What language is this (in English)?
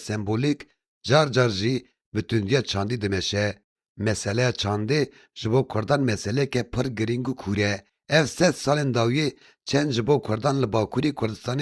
Kurdish